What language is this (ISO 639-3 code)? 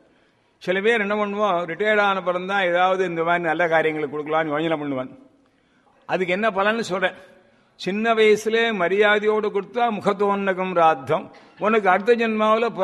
tam